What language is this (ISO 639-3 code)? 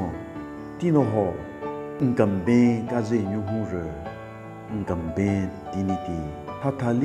nre